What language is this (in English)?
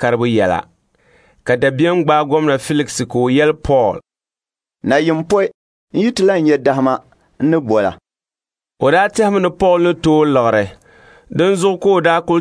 Dagbani